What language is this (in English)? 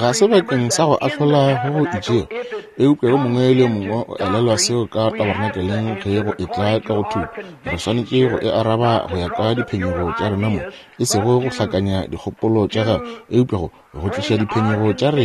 Northern Sotho